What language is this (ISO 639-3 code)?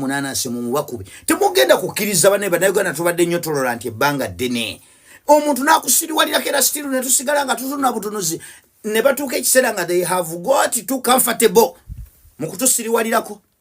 lug